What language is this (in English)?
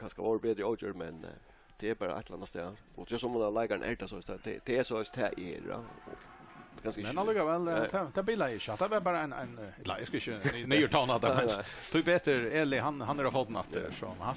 Faroese